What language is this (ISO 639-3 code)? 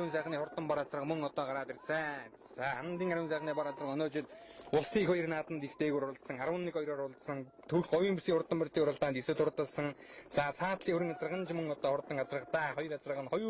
mon